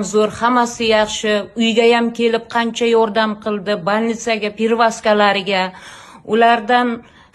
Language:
Uzbek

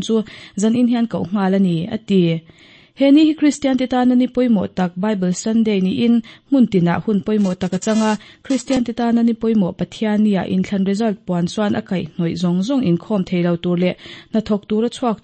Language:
Mizo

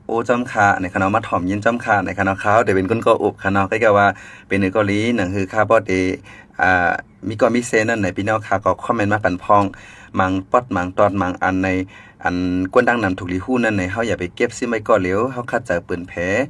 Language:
Shan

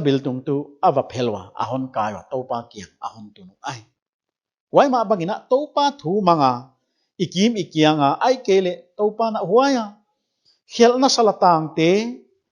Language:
Paite Chin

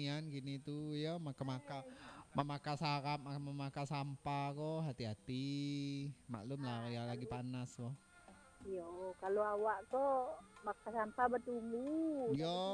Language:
Minangkabau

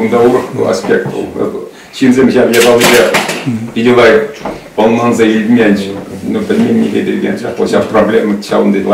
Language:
Chuvash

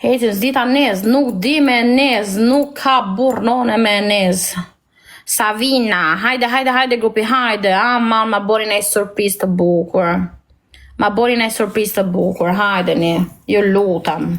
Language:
Albanian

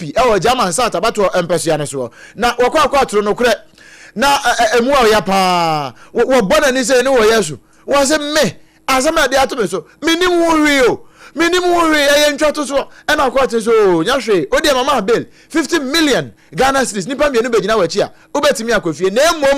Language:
Akan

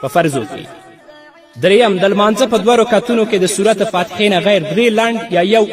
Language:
Pashto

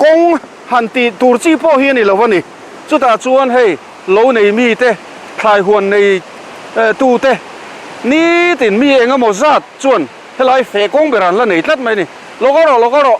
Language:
Mizo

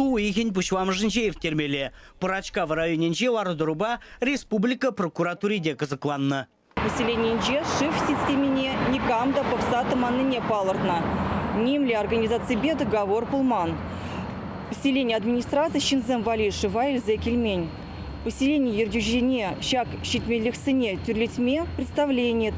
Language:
Chuvash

